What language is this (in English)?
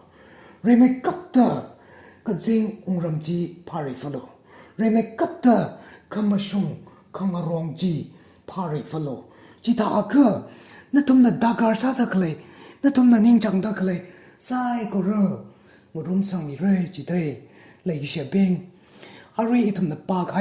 Tangkhul Naga (India)